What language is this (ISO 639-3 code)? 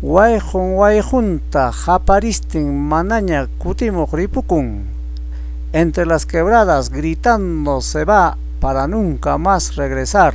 quy